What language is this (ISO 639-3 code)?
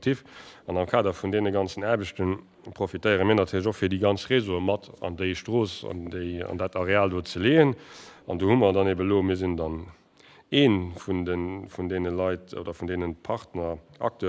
ltz